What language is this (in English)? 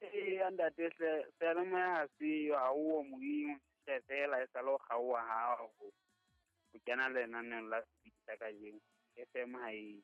Southern Sotho